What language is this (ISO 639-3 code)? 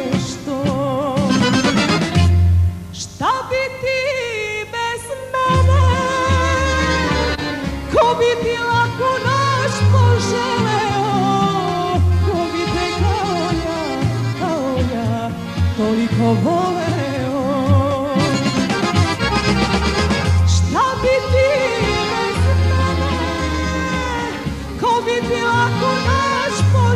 srp